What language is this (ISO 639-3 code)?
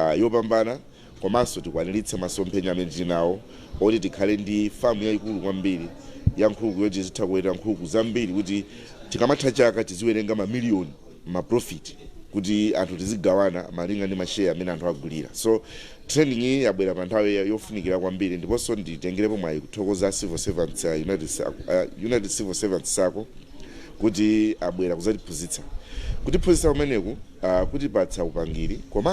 nya